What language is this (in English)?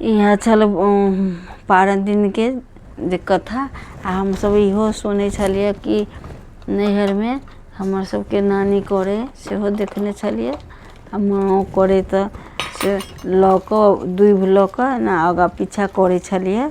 Maithili